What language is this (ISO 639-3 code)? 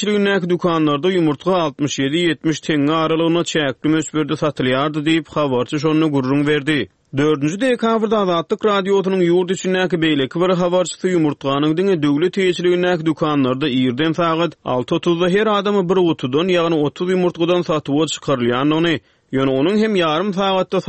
tuk